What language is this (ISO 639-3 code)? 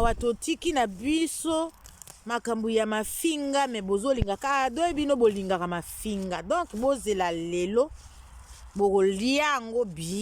lin